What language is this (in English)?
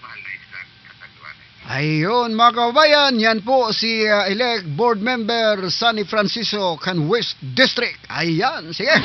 Southern Catanduanes Bikol